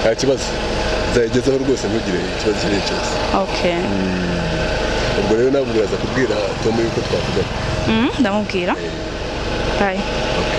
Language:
Kinyarwanda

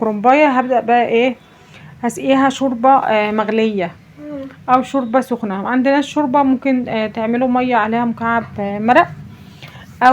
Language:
Egyptian Arabic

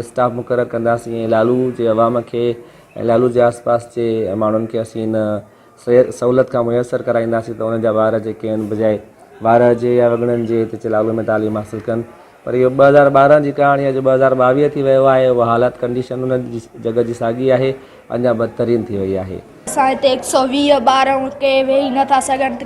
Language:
Sindhi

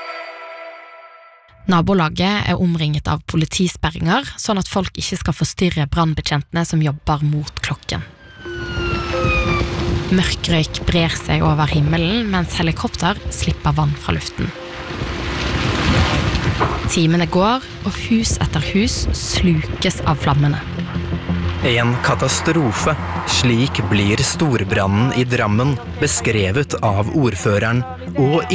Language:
Norwegian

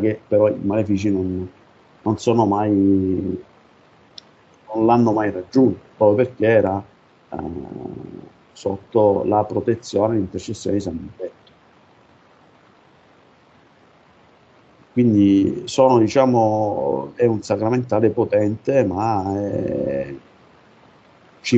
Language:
Italian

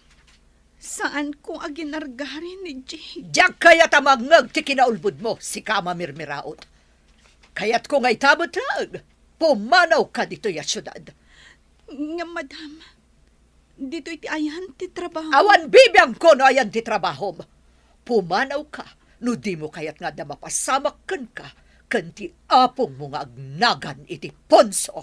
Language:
Iloko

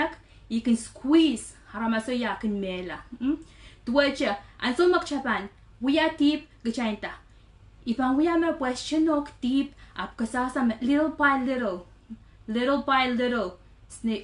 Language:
Pohnpeian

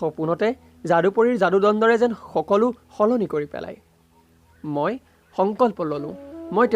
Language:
Assamese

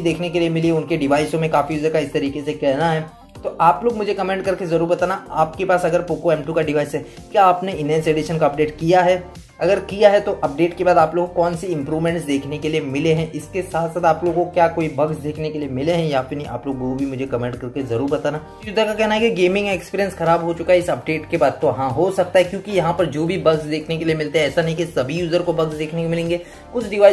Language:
Hindi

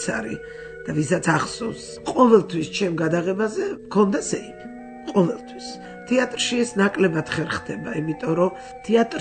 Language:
Georgian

